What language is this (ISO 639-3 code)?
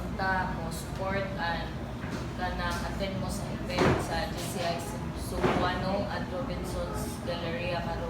ceb